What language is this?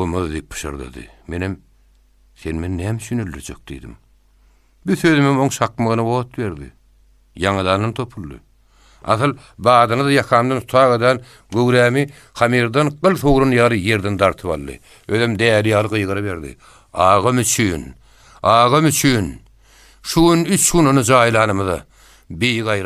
Turkmen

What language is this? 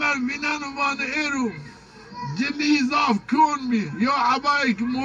Zaza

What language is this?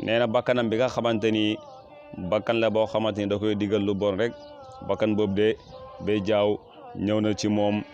Wolof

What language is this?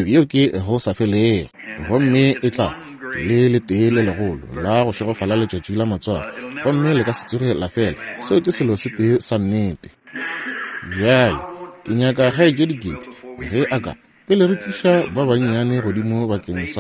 Northern Sotho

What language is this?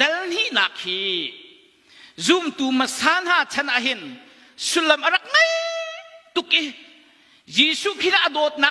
Hakha Chin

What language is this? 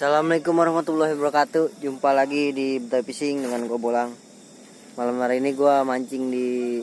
Betawi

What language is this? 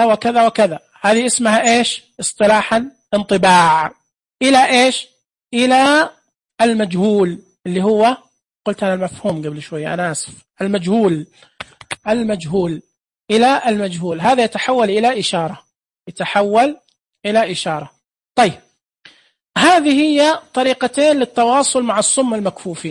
Najdi Arabic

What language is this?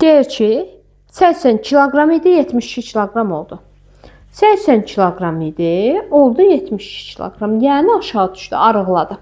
Azerbaijani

